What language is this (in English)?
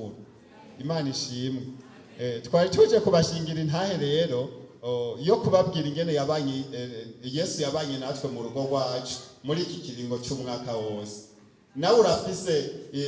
Rundi